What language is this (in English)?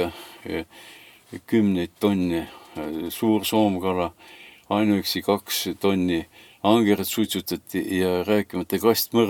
Estonian